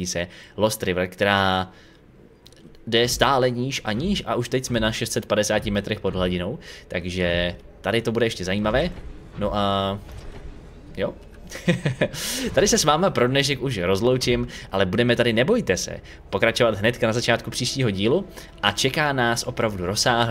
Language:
Czech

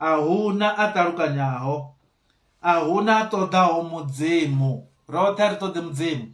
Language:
Venda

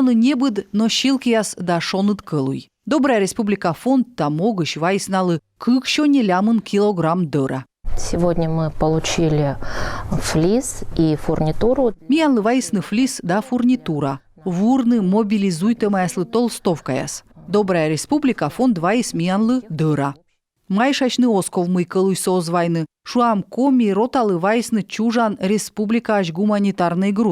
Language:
Komi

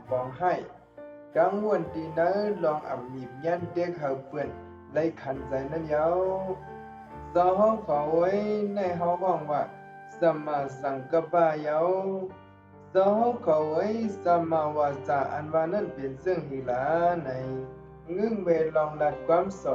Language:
Shan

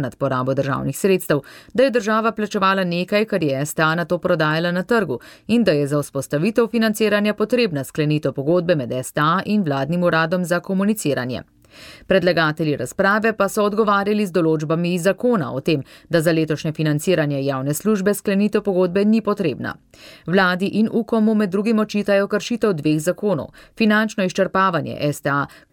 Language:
Slovenian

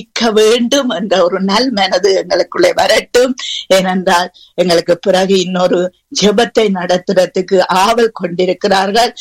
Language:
Tamil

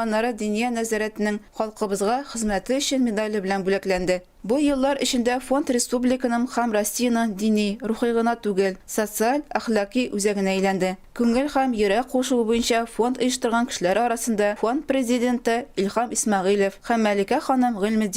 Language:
Tatar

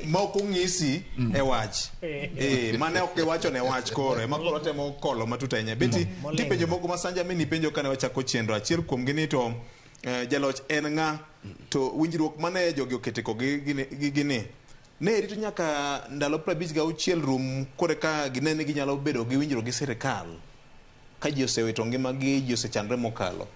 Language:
Luo (Kenya and Tanzania)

